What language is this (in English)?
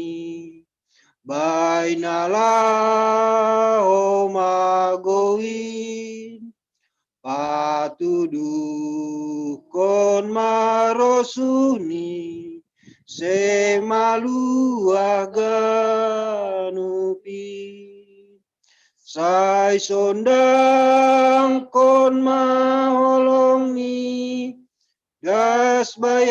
Batak Simalungun